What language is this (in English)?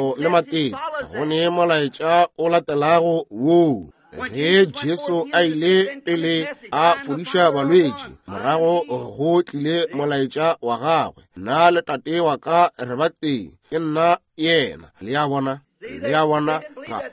Northern Sotho